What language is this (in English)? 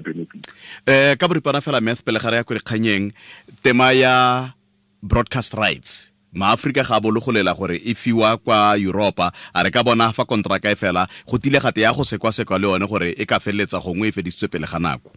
Tswana